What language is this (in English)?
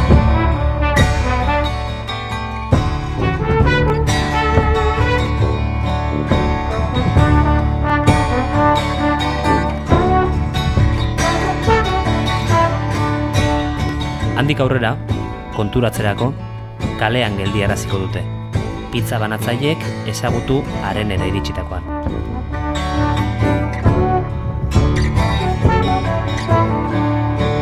Basque